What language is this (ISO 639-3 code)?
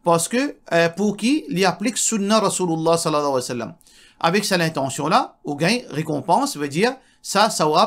mfe